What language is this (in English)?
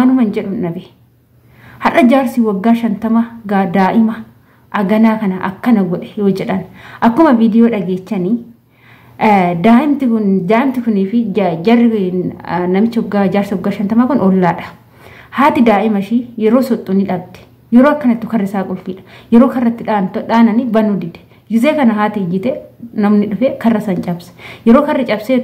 Oromo